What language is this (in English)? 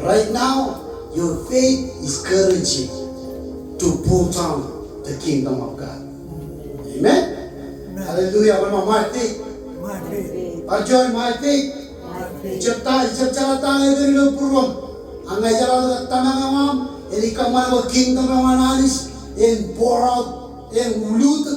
Marshallese